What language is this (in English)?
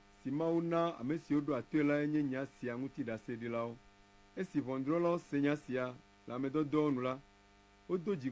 Ewe